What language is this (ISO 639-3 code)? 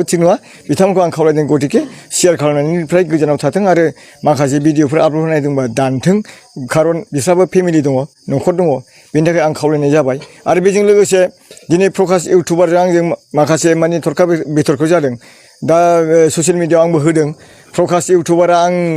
brx